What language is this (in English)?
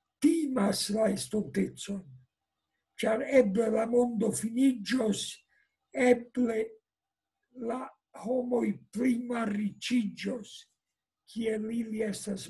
Esperanto